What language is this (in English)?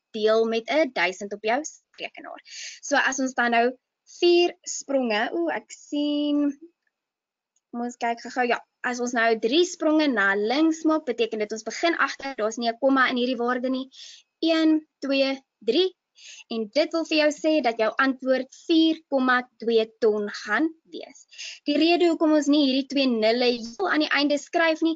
Afrikaans